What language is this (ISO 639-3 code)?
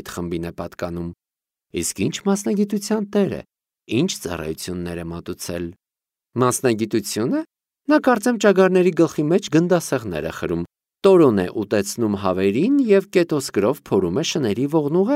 hye